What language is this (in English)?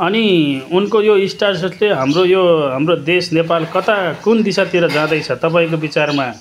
Nepali